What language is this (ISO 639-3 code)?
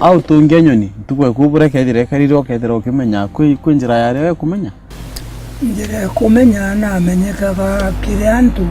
mer